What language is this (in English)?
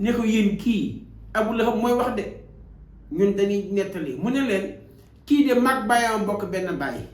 Wolof